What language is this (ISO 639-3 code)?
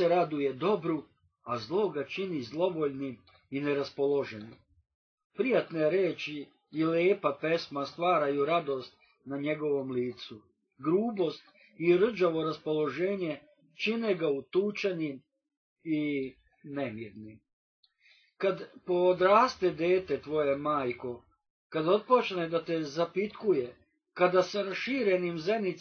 srp